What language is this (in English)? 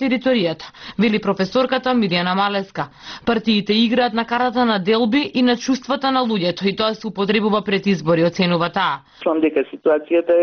Macedonian